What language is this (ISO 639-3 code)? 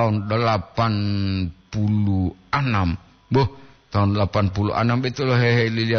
gor